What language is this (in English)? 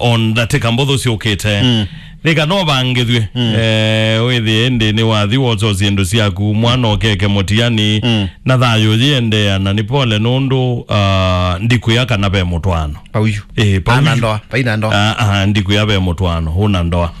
Kamba